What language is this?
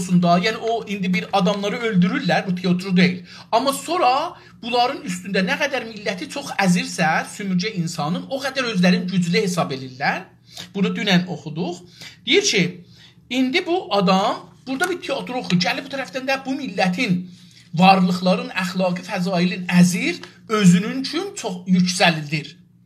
South Azerbaijani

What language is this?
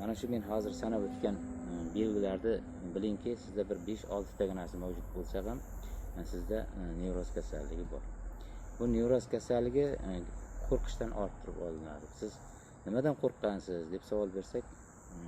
Uzbek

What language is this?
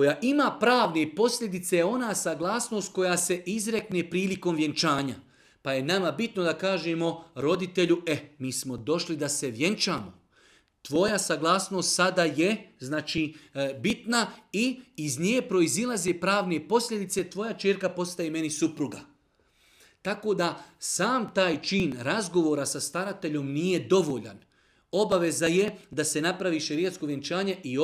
Bosnian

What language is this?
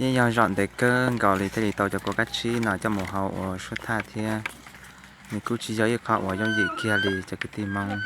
Hmong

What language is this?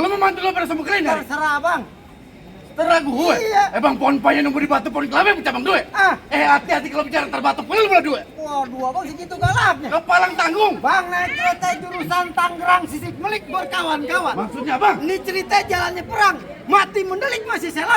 Betawi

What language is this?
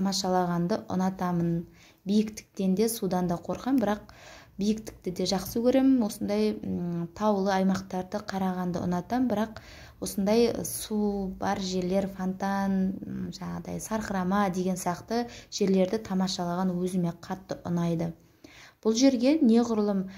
Kazakh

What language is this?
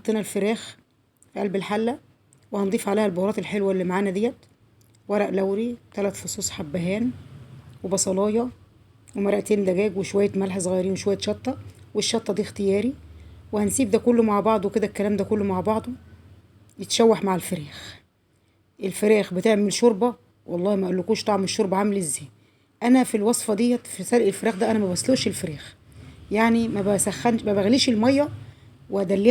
Egyptian Arabic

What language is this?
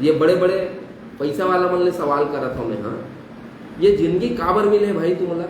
Chhattisgarhi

